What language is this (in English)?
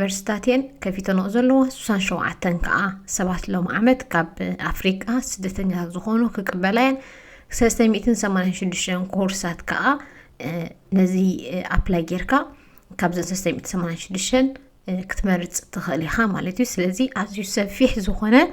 Tigrinya